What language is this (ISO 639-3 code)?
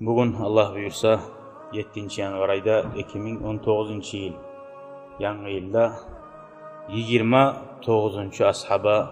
kum